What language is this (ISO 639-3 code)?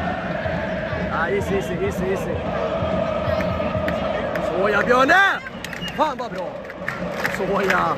swe